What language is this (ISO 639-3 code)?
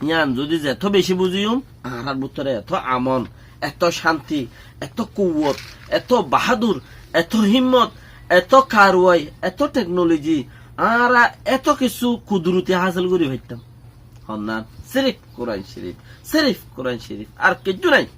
rhg